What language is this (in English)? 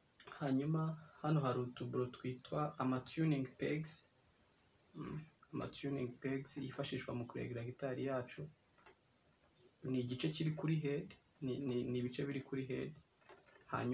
Kinyarwanda